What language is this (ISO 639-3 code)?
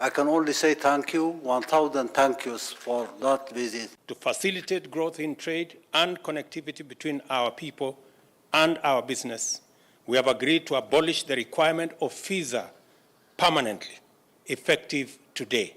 kam